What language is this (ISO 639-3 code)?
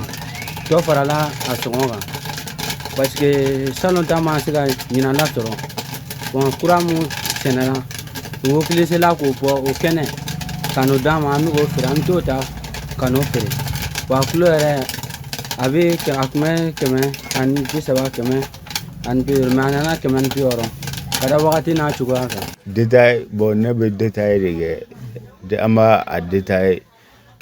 bam